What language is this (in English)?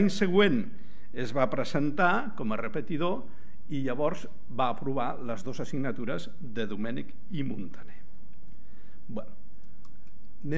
Catalan